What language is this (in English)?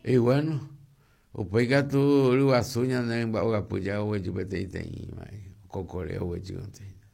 Guarani